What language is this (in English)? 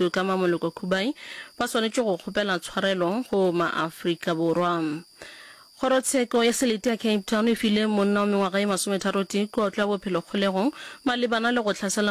Northern Sotho